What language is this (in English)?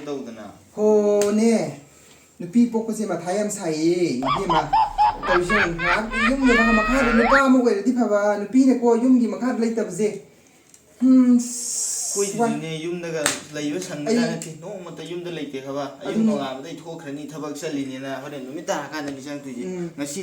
Manipuri